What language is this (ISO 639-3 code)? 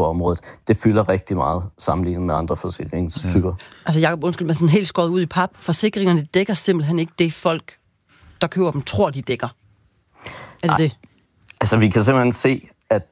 dan